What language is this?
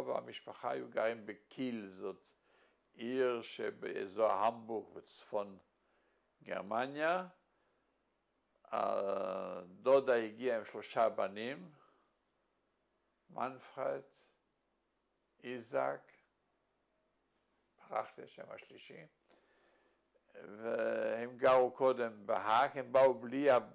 Hebrew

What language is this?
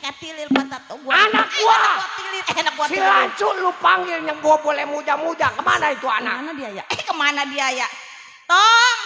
Betawi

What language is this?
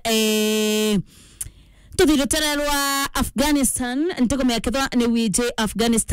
Meru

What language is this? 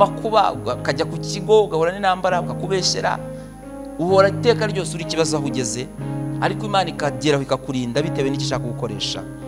Kinyarwanda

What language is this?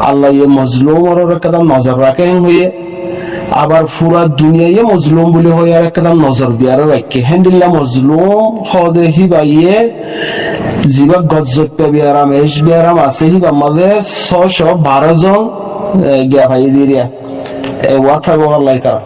Rohingya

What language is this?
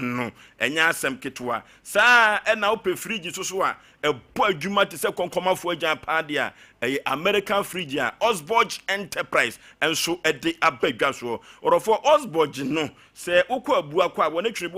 Akan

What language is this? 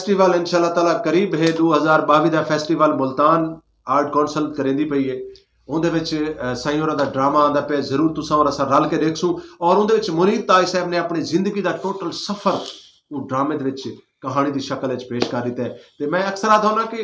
Saraiki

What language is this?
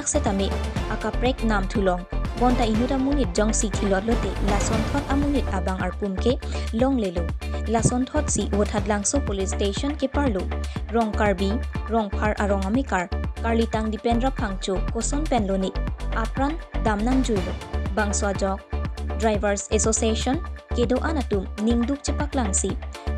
Karbi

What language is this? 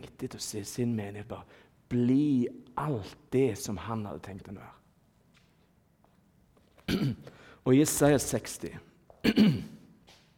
Norwegian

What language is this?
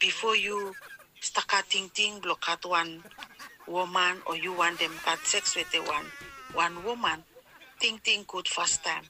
Bislama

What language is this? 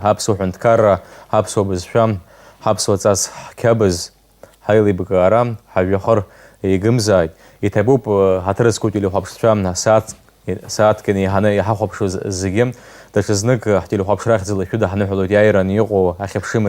Abkhazian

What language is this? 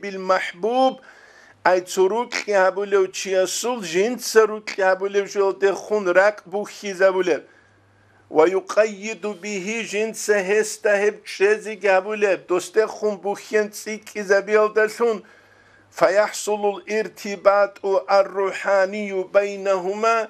Avaric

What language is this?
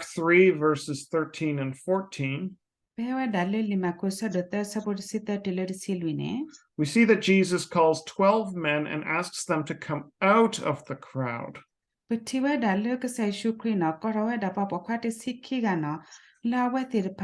S'gaw Karen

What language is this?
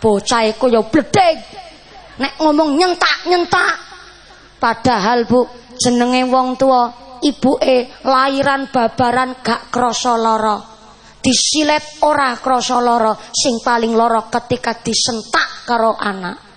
Javanese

